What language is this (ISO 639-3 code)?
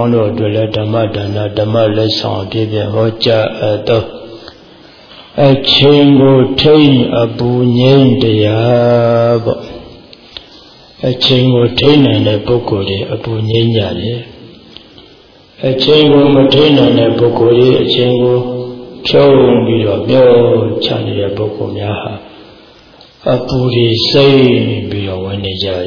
mya